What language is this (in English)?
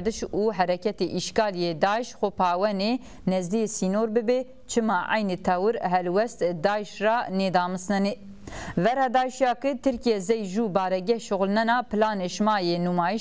Zaza